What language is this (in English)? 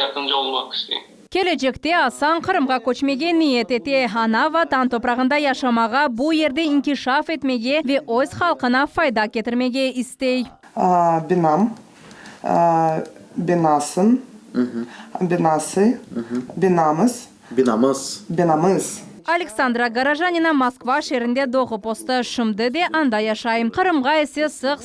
Crimean Tatar